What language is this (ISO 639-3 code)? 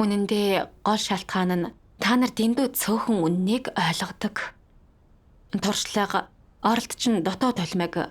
mon